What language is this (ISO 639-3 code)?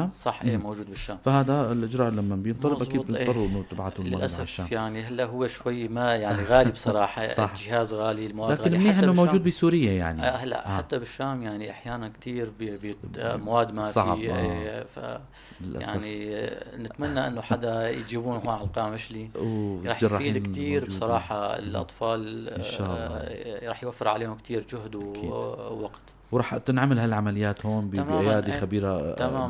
apc